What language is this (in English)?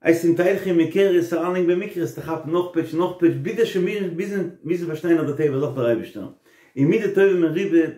Yiddish